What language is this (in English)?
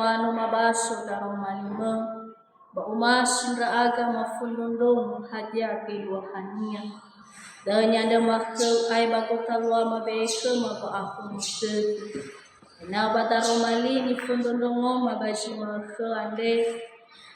Nias